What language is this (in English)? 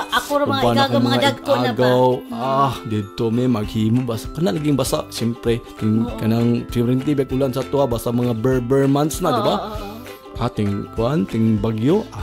Cebuano